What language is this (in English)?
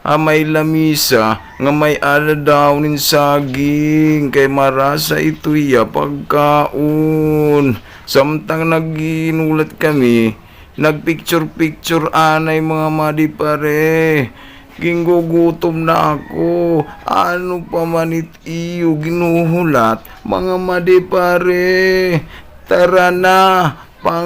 Waray